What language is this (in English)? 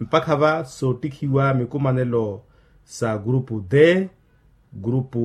Makhuwa